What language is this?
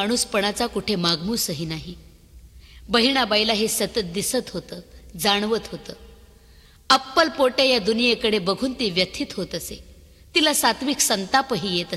Marathi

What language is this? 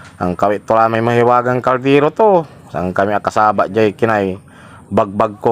Pangasinan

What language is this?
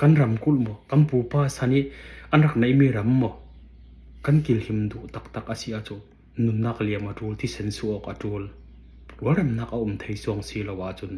Falam Chin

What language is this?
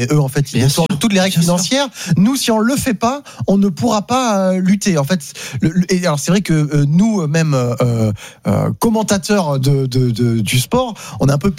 French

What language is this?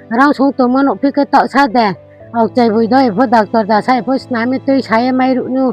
Riang (India)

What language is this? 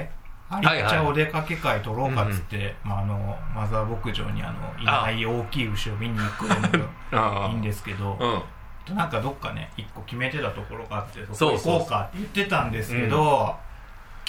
Japanese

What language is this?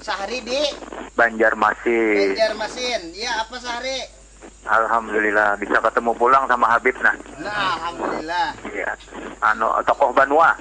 Banjar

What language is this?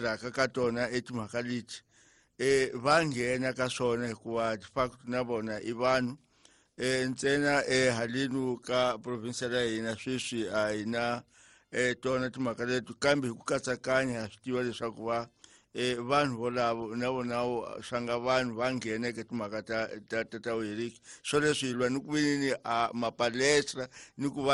Tsonga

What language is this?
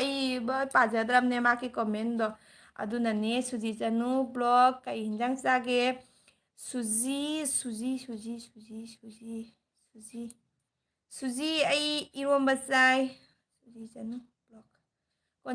Manipuri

